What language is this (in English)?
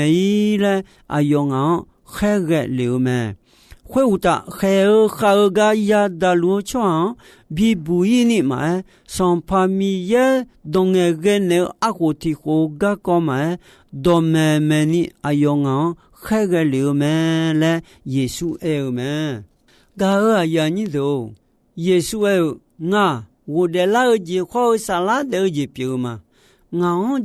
Akha